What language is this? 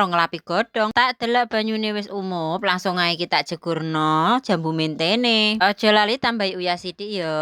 Javanese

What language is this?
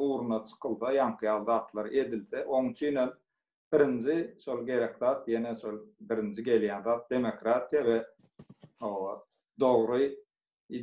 Turkmen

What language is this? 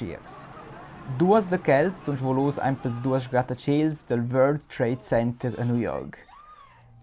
Romansh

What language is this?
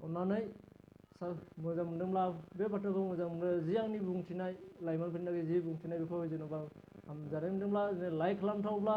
Bodo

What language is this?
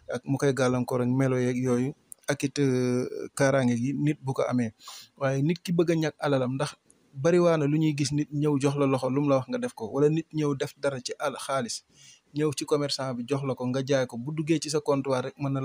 Wolof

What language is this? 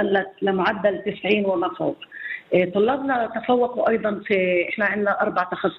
North Levantine Arabic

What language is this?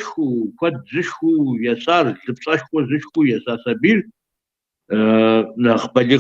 Kabardian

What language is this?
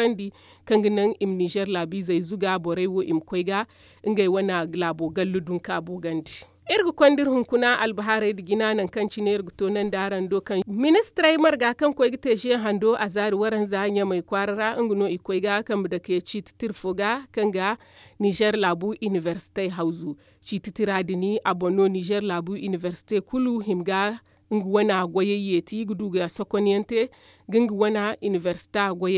Zarma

